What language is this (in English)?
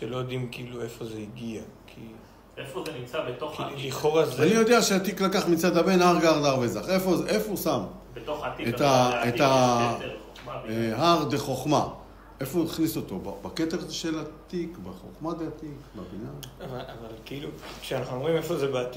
Hebrew